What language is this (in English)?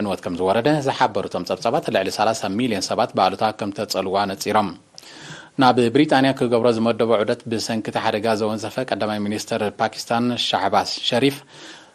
Tigrinya